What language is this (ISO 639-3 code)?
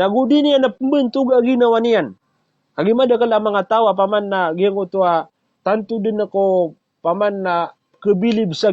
mrw